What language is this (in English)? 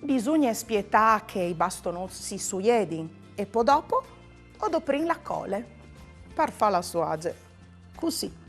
Friulian